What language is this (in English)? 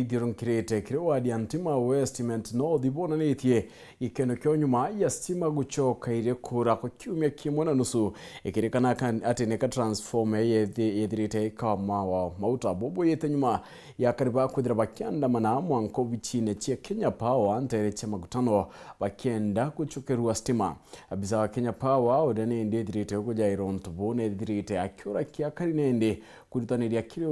Meru